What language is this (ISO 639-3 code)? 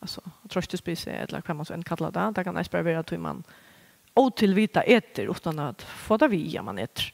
fao